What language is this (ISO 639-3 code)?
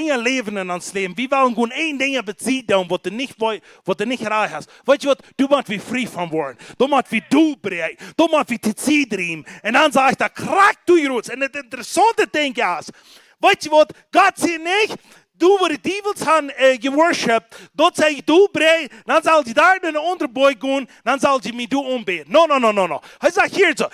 pdt